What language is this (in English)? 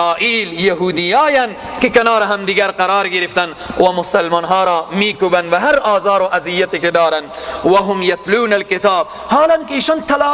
Persian